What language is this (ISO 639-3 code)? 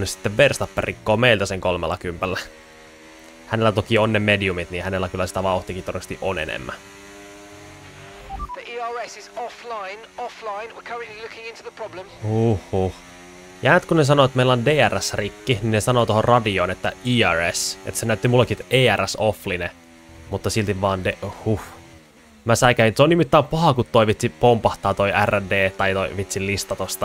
fin